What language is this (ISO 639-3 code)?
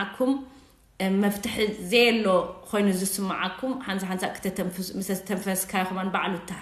tir